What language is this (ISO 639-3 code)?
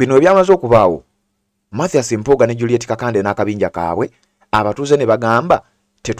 lug